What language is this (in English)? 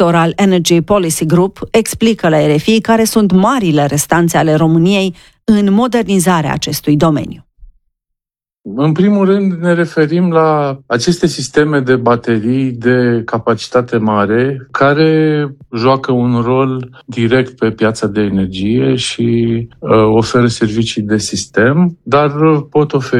Romanian